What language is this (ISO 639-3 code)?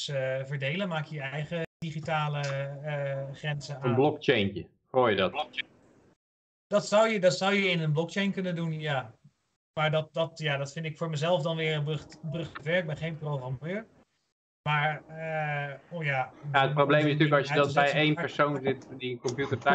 nld